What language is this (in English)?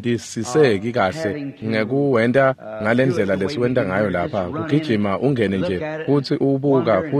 Swati